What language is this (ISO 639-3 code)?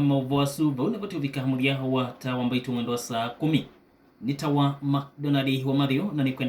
kam